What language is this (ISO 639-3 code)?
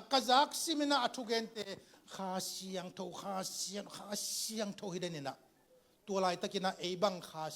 ctd